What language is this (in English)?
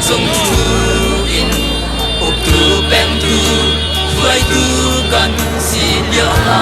Hakha Chin